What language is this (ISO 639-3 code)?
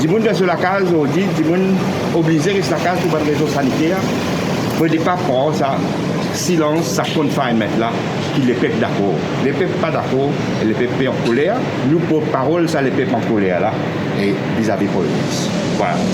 mfe